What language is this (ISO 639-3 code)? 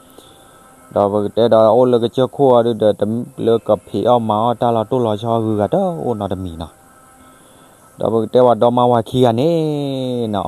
ksw